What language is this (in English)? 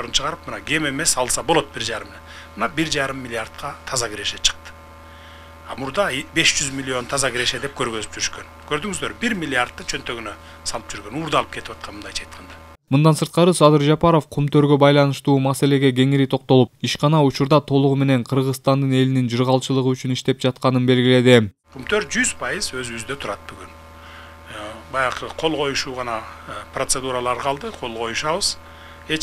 Kyrgyz